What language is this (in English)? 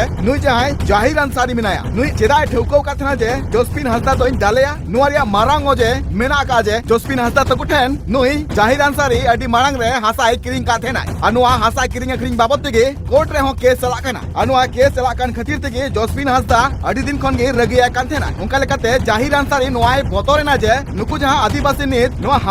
Santali